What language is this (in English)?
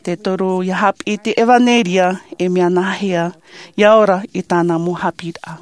Tahitian